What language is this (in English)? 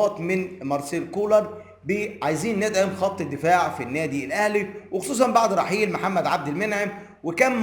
Egyptian Arabic